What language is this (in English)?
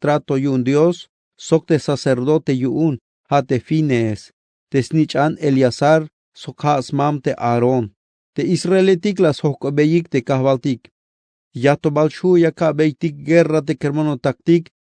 Tzeltal